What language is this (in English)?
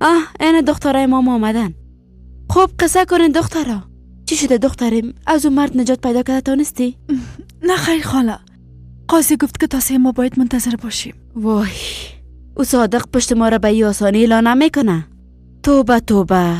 Persian